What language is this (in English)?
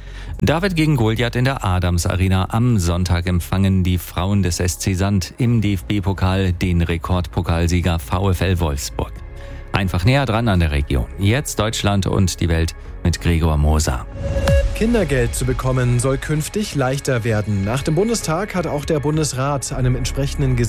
German